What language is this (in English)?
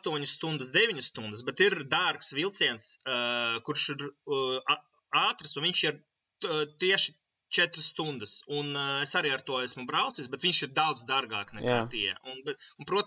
Latvian